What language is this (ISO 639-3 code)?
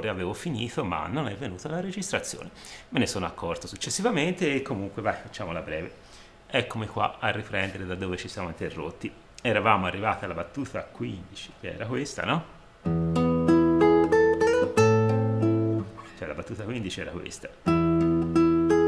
ita